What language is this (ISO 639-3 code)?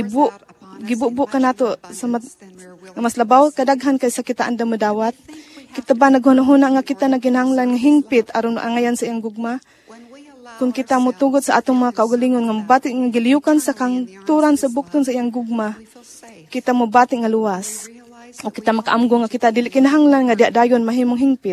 ceb